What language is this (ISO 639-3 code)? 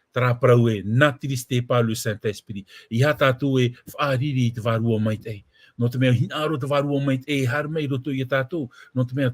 tah